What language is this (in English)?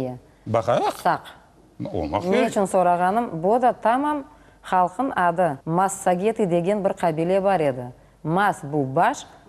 Crimean Tatar